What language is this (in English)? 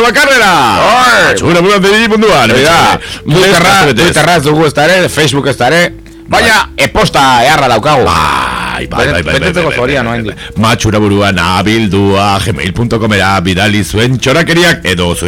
Basque